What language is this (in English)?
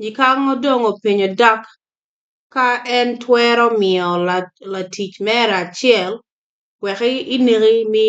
Acoli